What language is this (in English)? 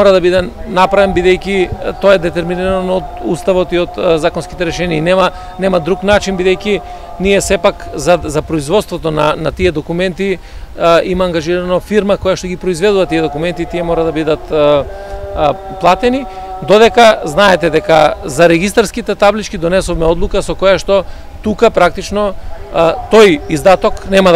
Macedonian